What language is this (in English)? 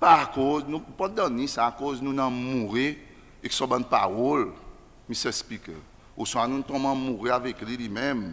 Seselwa Creole French